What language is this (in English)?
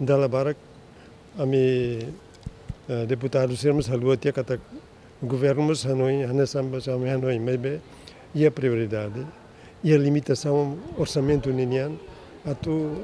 Tetum